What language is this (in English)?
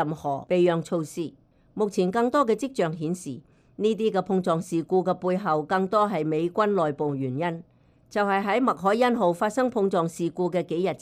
Cantonese